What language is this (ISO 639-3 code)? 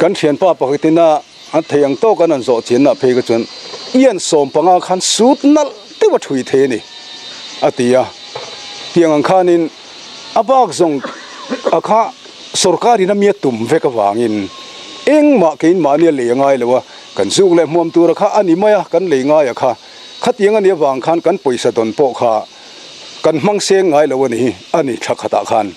lus